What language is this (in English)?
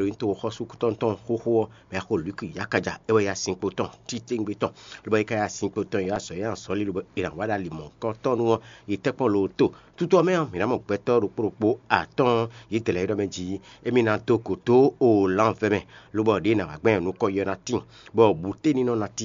Fon